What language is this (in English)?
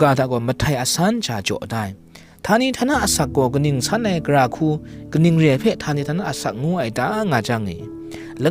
Kachin